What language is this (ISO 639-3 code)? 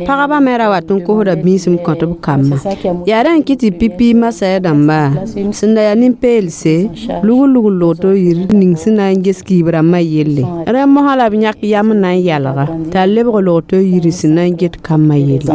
mos